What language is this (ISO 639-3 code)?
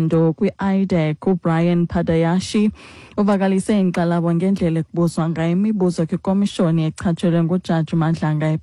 xho